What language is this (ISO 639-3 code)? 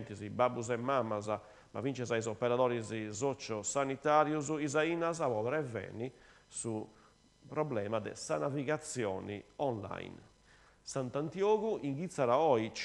srd